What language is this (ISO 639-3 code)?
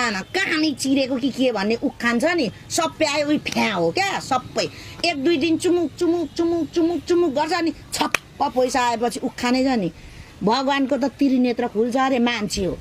nep